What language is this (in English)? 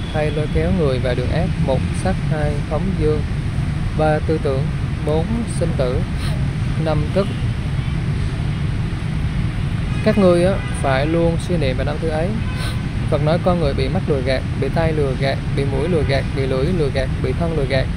Vietnamese